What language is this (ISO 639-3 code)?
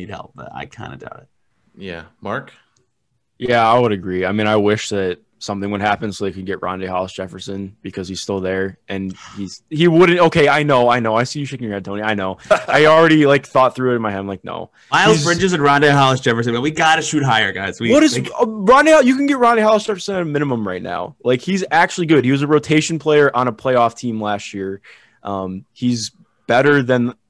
eng